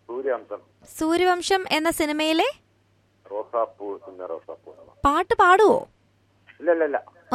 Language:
Malayalam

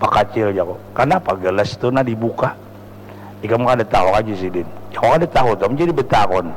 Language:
Banjar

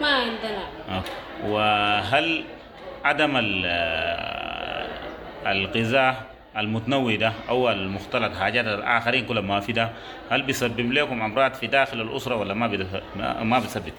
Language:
Sudanese Arabic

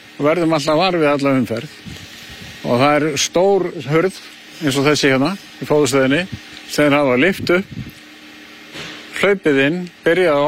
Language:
Icelandic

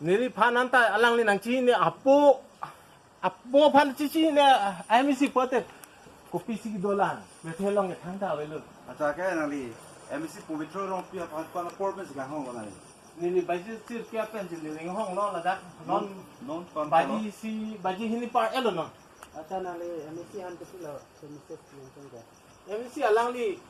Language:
Karbi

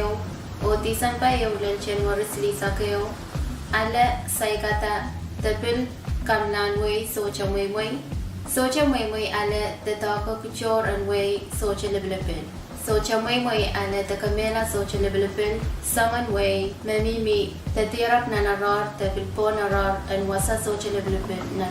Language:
Pohnpeian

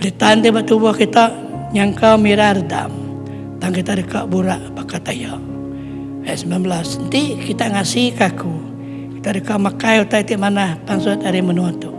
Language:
Iban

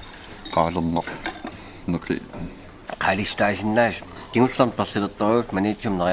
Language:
Kalaallisut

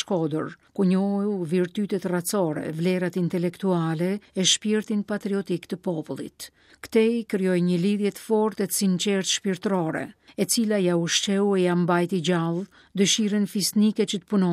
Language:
Albanian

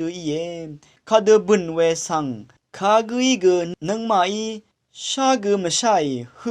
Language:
Rawang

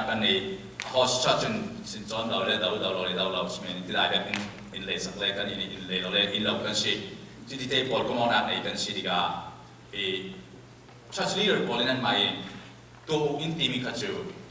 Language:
Falam Chin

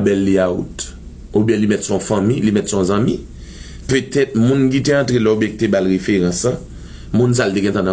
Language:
Haitian Creole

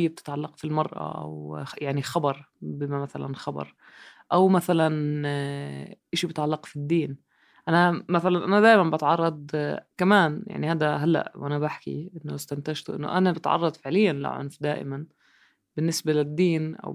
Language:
North Levantine Arabic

